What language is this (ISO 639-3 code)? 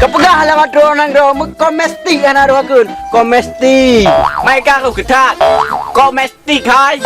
ace